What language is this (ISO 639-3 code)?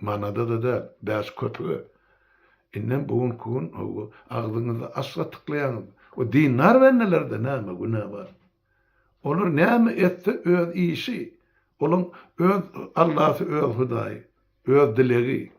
tuk